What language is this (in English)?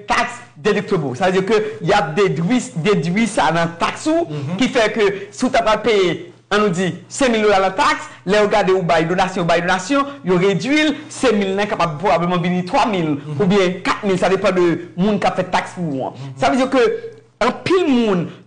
Haitian Creole